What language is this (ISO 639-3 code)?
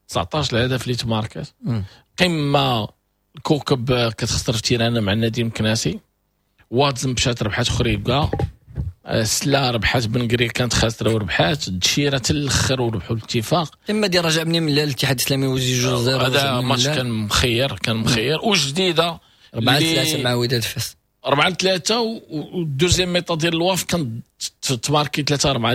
ary